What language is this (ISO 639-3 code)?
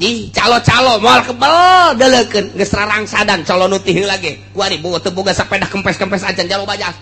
sun